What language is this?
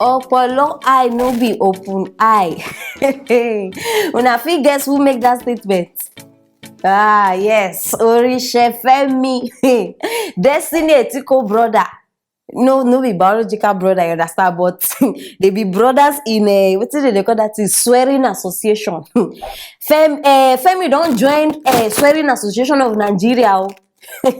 Nigerian Pidgin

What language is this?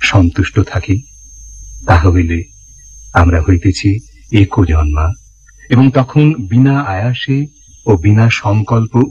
Bangla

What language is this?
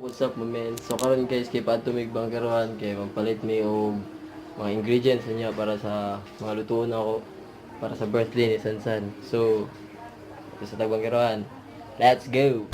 Cebuano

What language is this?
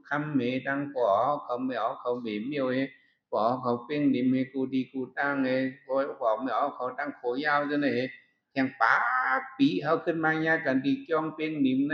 Shan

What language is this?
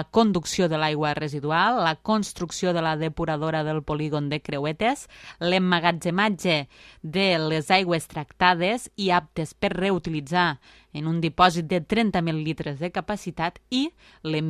Catalan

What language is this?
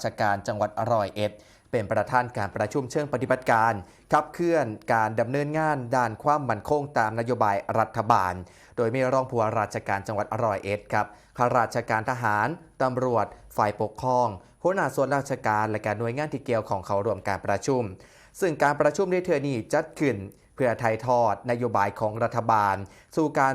Northeastern Thai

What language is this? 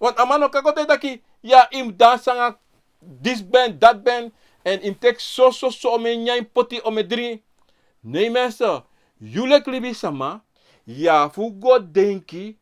Sranan Tongo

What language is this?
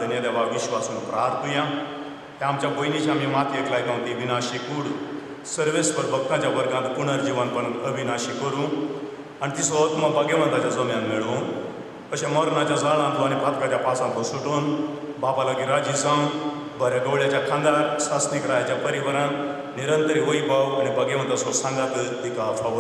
Konkani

